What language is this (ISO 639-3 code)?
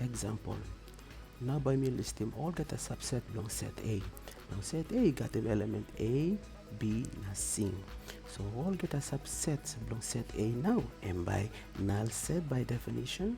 tpi